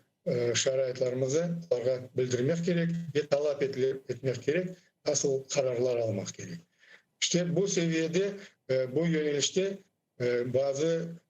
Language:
Crimean Tatar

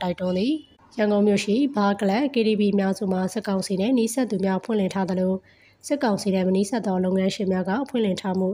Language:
Burmese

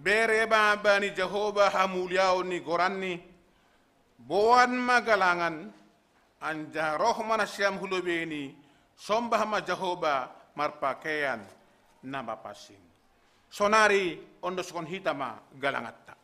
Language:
Batak Simalungun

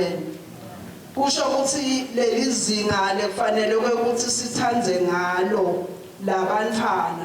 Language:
Swati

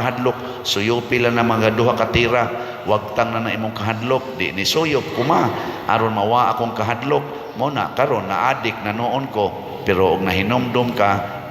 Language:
Cebuano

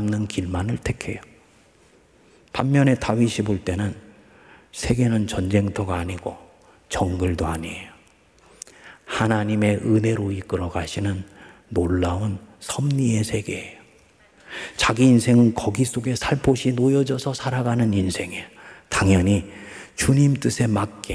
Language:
Korean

